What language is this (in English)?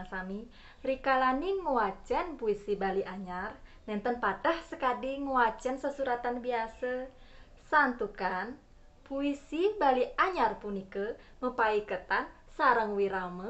Balinese